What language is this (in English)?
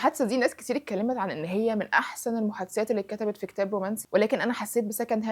Egyptian Arabic